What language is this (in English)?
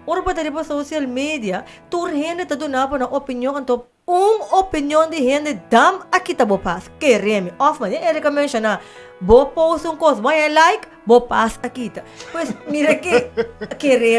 Papiamento